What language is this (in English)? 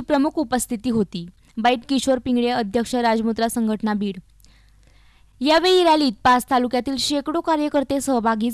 Marathi